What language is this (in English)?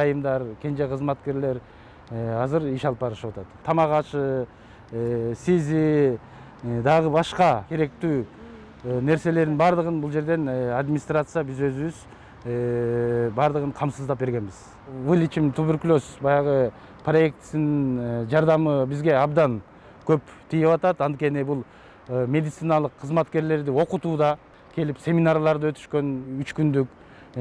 Kyrgyz